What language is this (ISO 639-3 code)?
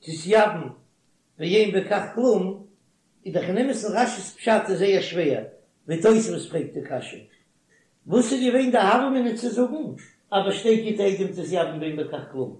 yid